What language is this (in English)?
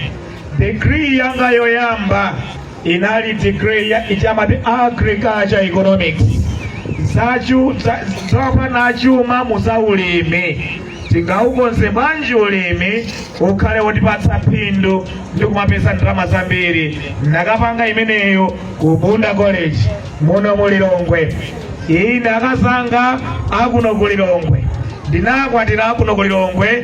Nyanja